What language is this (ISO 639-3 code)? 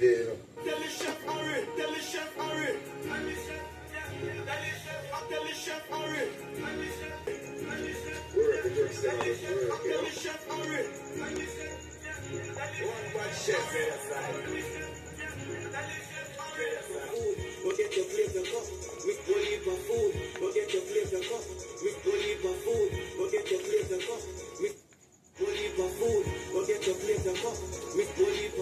jam